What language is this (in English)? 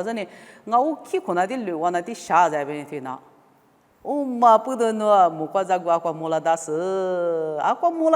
Lisu